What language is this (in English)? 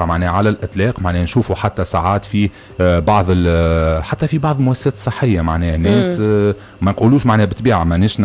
Tunisian Arabic